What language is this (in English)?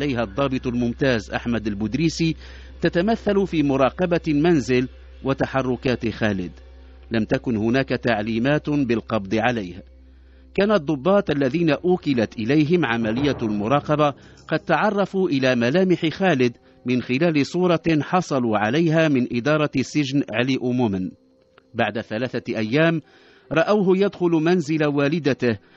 Arabic